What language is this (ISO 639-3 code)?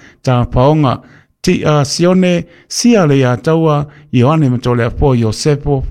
smo